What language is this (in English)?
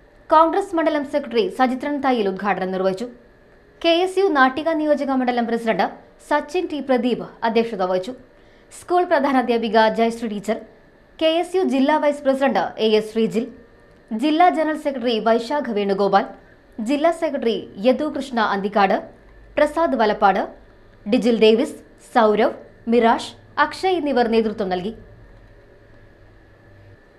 Malayalam